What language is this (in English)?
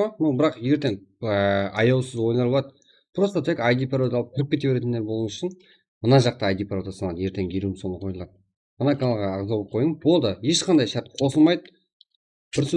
Kara-Kalpak